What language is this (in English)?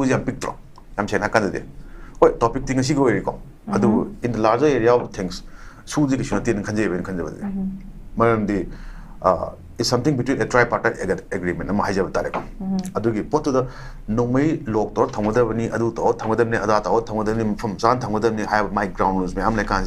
Manipuri